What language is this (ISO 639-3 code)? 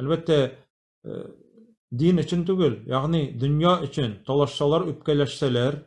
tat